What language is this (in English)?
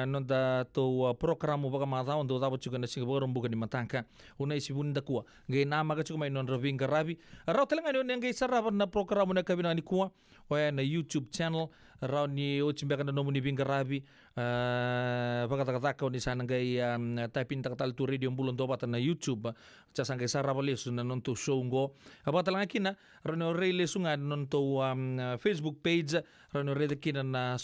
Fijian